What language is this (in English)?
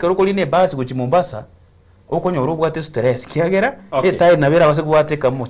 Gusii